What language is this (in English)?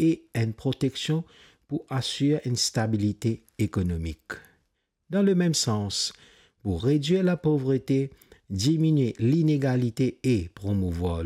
Morisyen